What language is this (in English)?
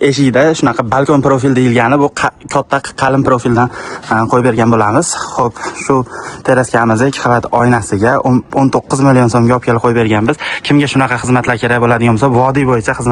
Uzbek